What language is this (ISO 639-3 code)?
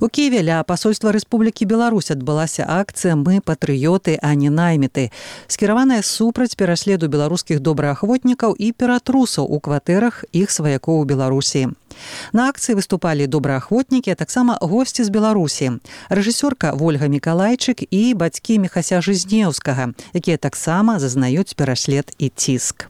bel